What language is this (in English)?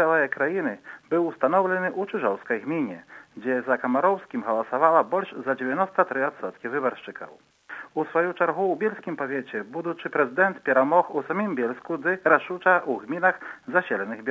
Belarusian